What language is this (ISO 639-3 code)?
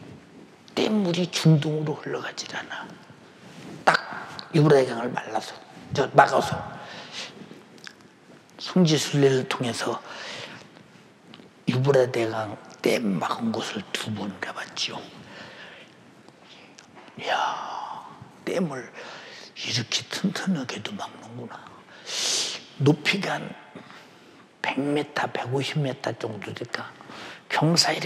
kor